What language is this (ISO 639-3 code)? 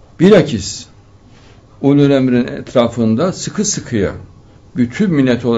tur